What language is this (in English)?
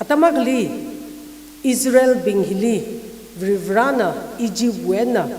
Tangkhul Naga (India)